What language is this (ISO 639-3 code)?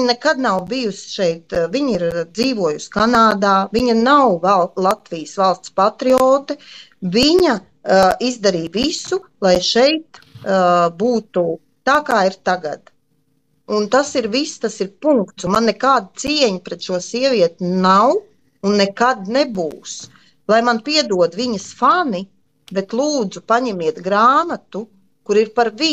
lav